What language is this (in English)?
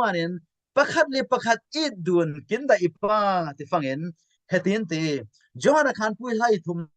Falam Chin